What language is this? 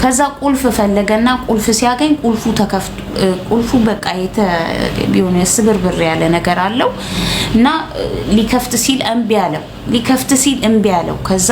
Amharic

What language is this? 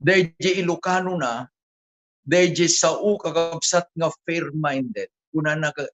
Iloko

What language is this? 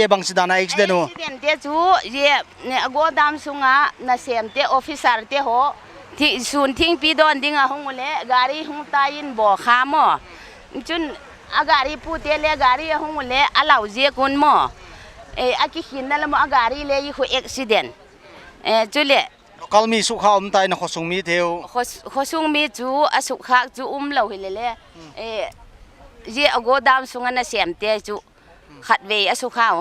Paite Chin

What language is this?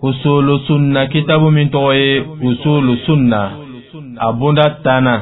Dyula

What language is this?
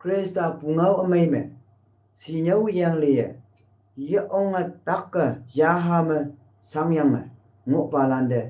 Konyak Naga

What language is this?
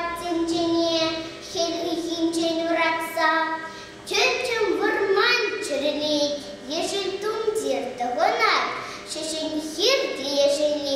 Chuvash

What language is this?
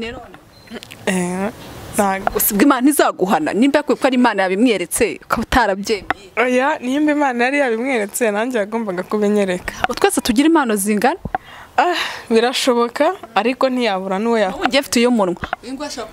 Kinyarwanda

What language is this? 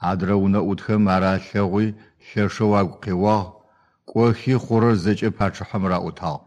Adyghe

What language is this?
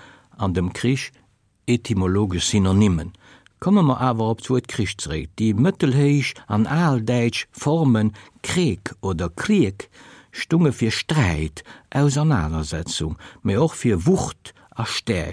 Luxembourgish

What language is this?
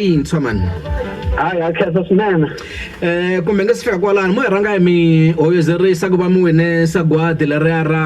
Tsonga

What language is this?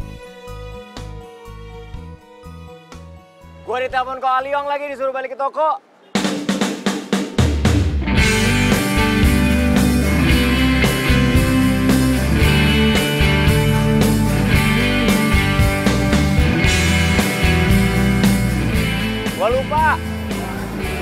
Indonesian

